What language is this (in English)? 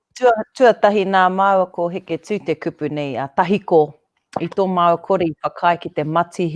Māori